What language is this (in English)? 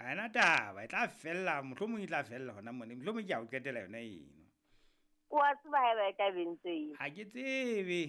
Southern Sotho